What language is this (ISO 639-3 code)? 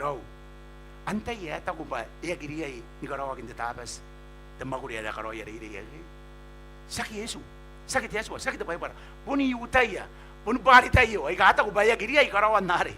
gil